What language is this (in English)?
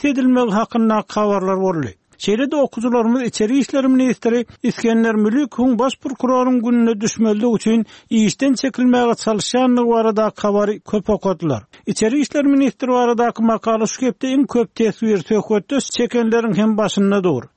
Turkmen